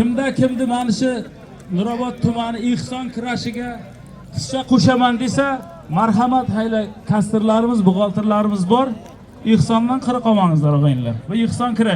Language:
Uzbek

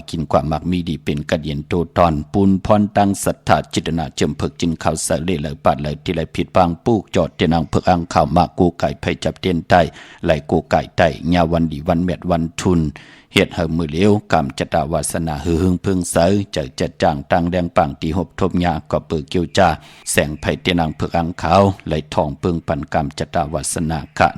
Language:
Shan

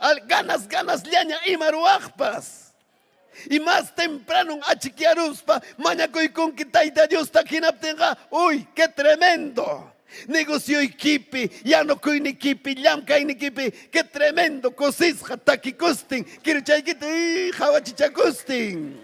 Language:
Ayacucho Quechua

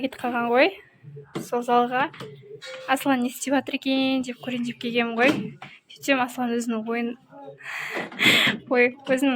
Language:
Kazakh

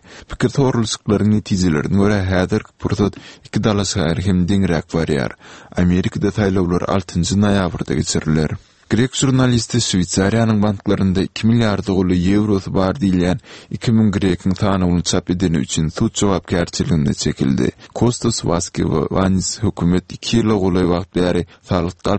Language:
Turkmen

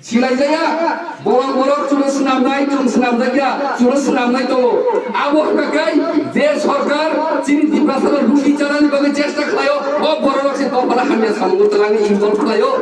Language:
Riang (India)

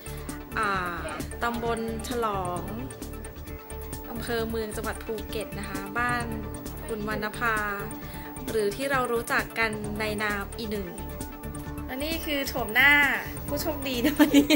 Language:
Thai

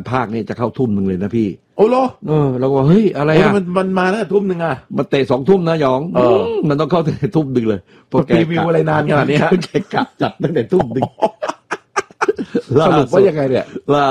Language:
Thai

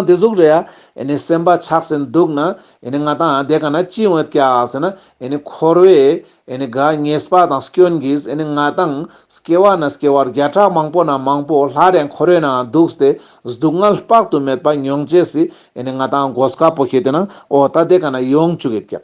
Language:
Ladakhi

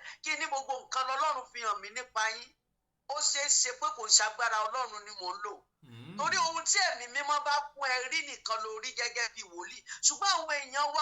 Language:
Yoruba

